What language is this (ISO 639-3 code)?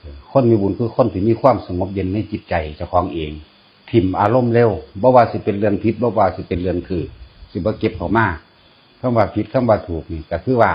tts